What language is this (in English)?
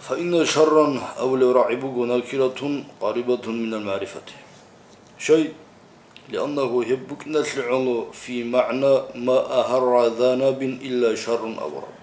Avaric